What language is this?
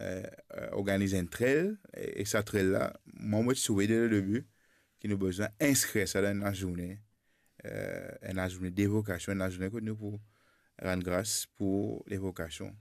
Morisyen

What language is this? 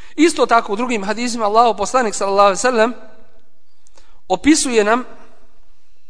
Bosnian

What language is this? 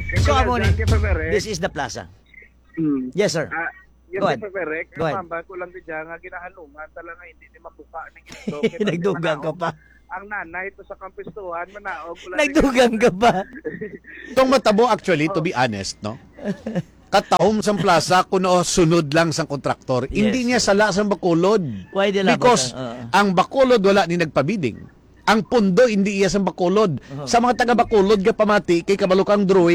Hiligaynon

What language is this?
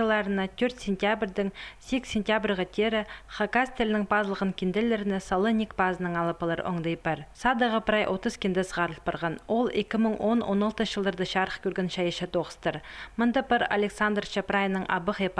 Khakas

